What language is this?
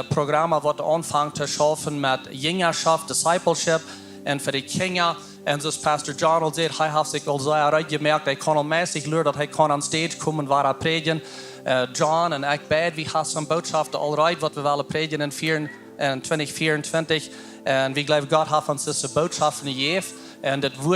Plautdietsch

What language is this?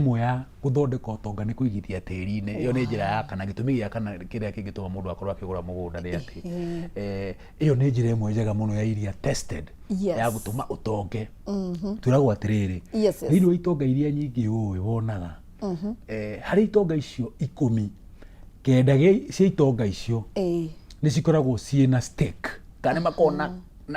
Kikuyu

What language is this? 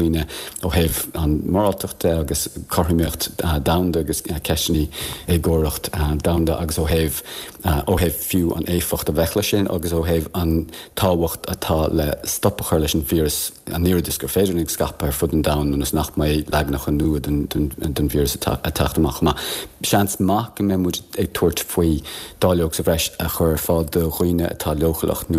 Irish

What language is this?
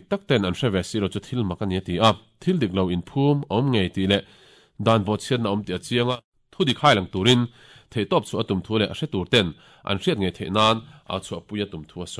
Mizo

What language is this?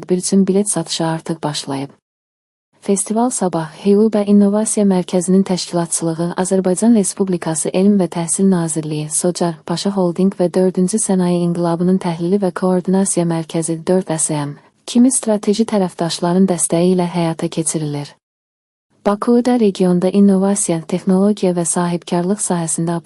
Azerbaijani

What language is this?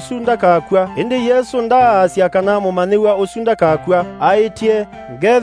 Kamba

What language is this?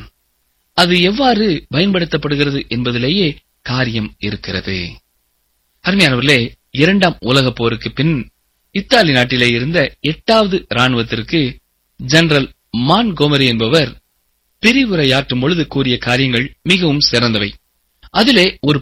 Tamil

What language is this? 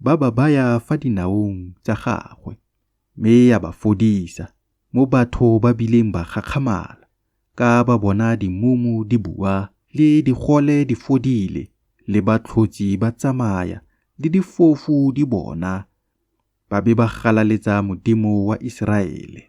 Tswana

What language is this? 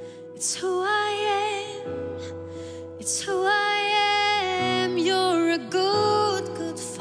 Swedish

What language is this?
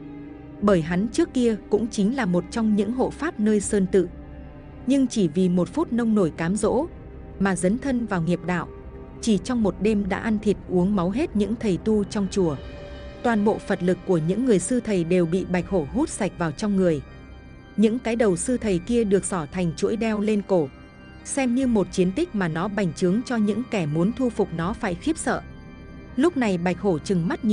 Vietnamese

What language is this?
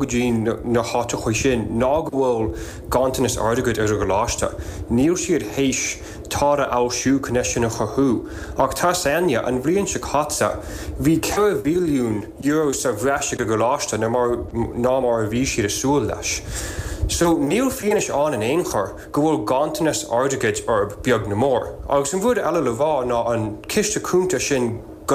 Irish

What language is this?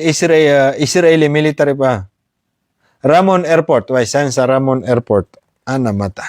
Maranao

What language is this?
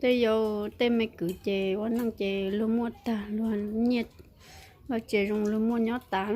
Hmong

